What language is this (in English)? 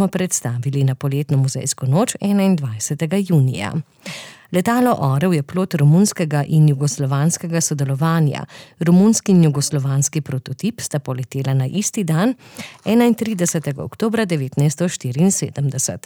Slovenian